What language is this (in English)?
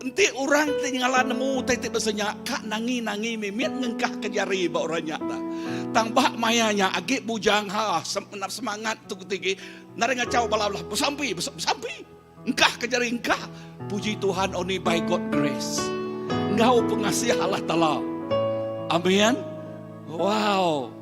Iban